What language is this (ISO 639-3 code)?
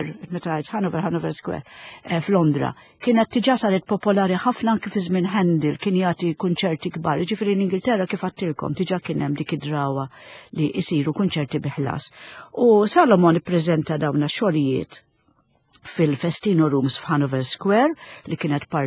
mlt